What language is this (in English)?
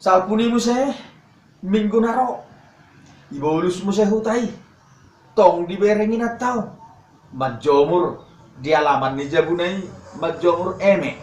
Batak Toba